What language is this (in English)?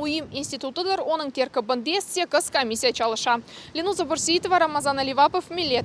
Crimean Tatar